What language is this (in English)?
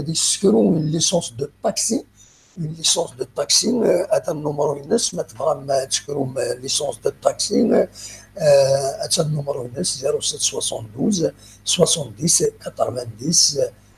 Kabyle